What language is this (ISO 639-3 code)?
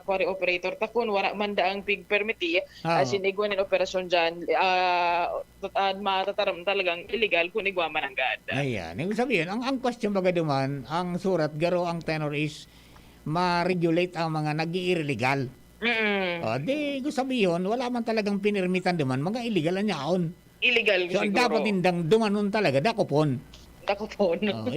bik